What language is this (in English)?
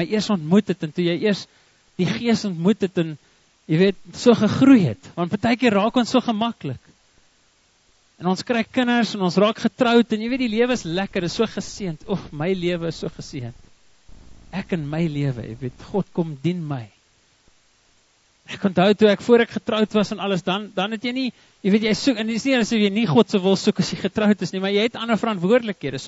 Afrikaans